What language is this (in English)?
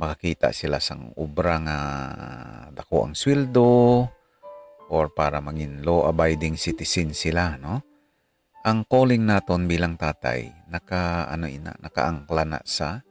Hiligaynon